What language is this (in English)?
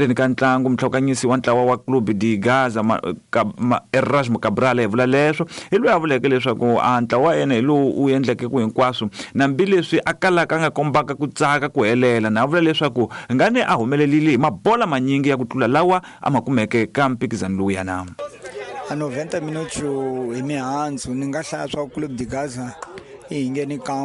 Tsonga